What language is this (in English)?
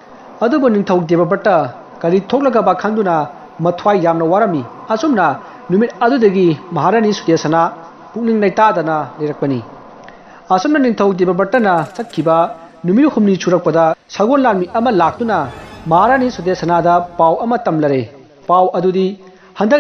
Manipuri